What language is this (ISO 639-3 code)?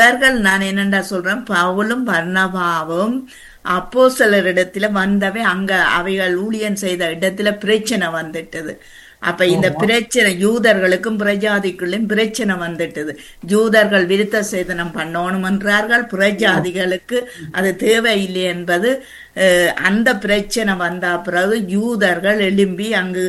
tam